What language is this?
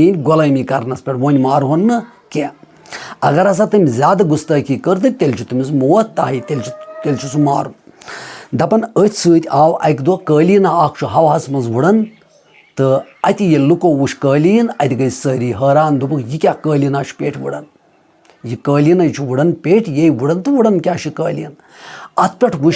Kashmiri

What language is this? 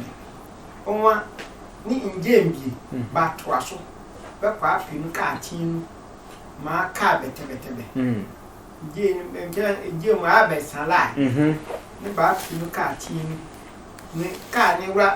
Sehwi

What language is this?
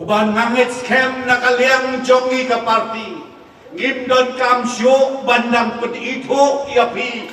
Khasi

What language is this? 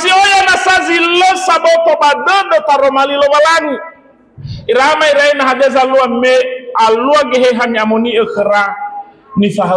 Nias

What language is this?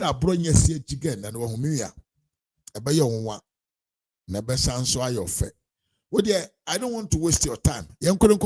Akan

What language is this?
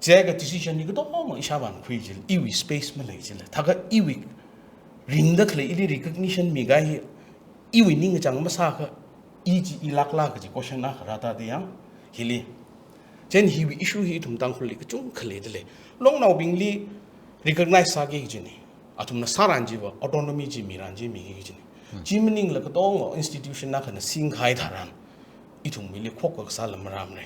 Tangkhul Naga (India)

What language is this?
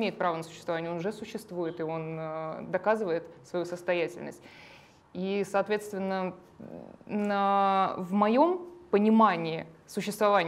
Russian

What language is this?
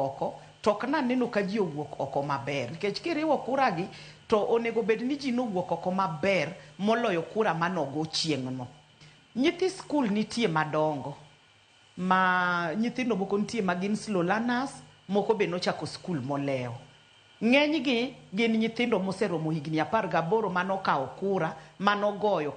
Luo (Kenya and Tanzania)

